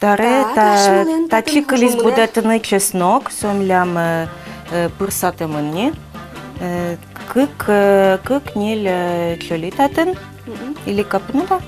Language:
Udmurt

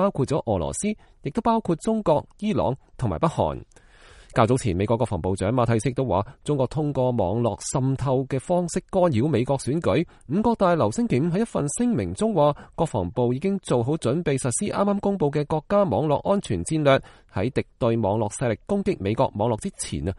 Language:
Cantonese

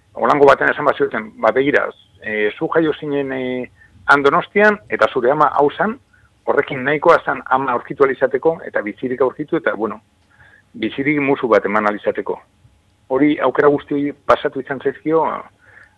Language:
Basque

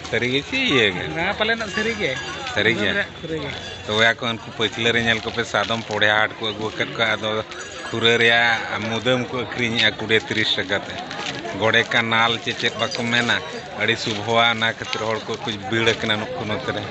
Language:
Santali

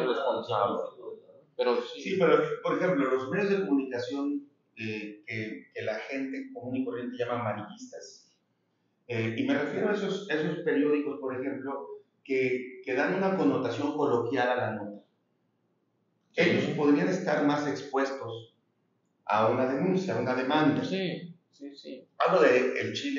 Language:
Spanish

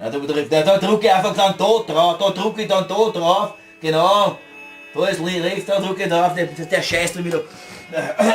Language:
Bavarian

